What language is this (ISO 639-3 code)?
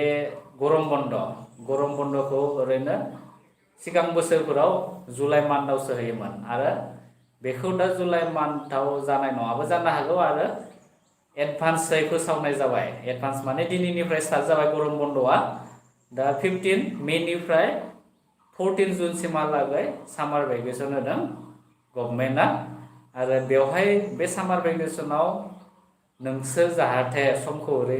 brx